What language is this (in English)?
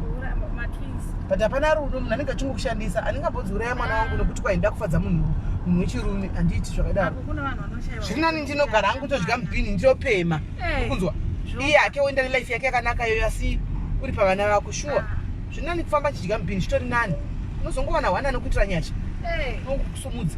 Shona